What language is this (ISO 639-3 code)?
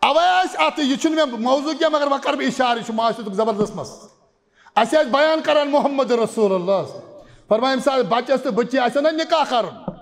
kas